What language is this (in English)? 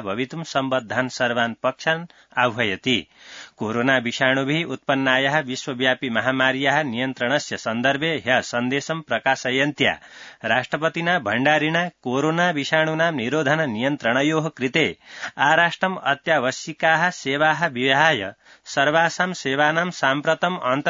Sanskrit